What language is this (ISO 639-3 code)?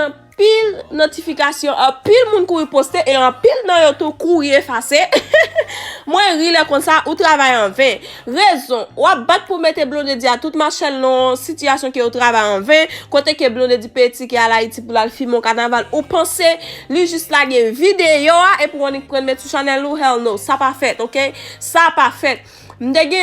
hat